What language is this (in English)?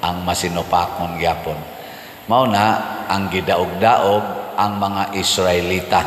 Cebuano